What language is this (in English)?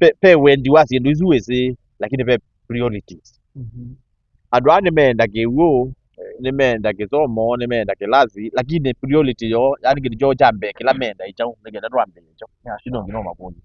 Kamba